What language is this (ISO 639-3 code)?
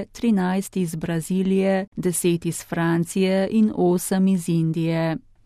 slv